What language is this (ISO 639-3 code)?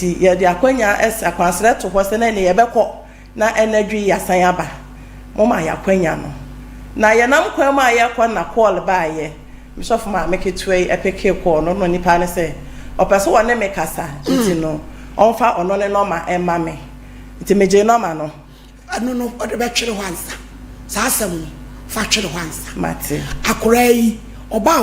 aka